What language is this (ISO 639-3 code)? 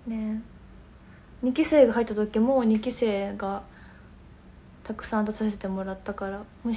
jpn